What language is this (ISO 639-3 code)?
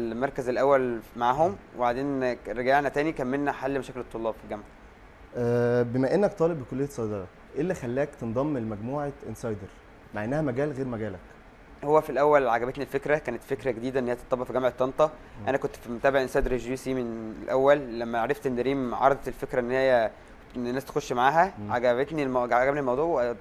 arz